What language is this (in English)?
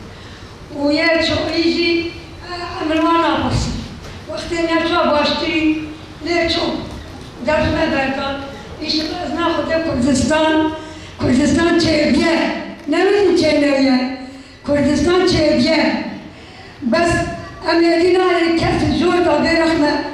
Kurdish